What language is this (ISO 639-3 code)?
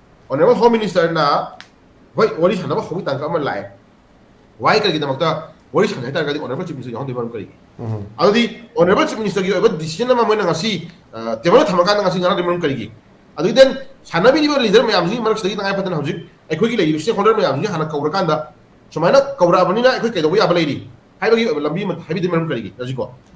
mni